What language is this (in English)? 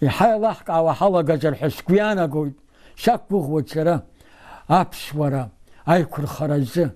Abkhazian